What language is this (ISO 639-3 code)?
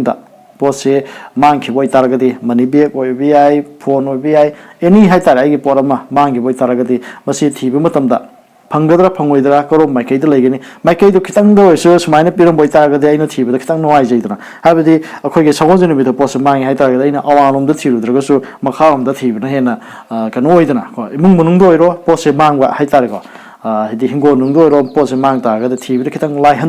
mni